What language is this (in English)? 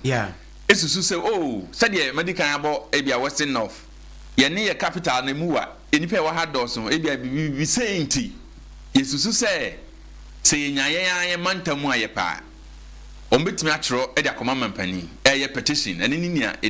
Akan